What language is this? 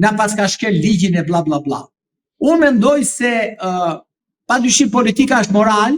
Albanian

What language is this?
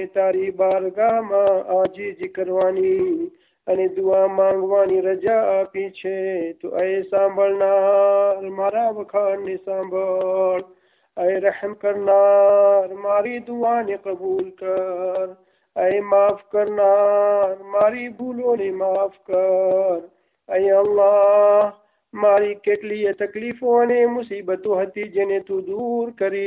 Gujarati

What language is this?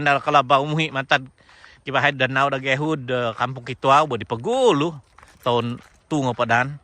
Central Dusun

